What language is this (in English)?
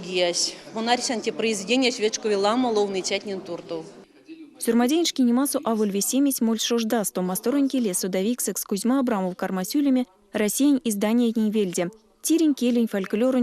Erzya